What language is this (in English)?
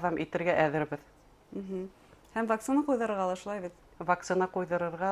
Bashkir